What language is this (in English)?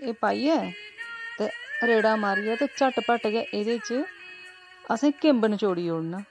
Dogri